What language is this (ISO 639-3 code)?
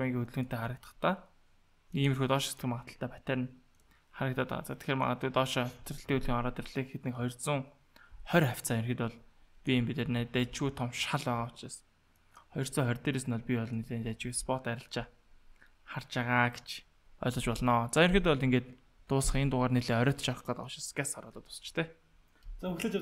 mon